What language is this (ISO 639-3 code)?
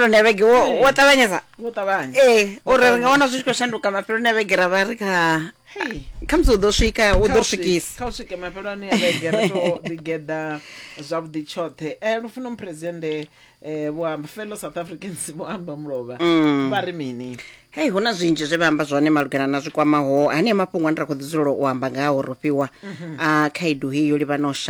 ven